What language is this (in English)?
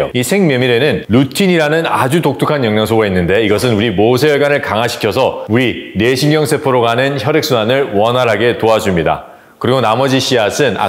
Korean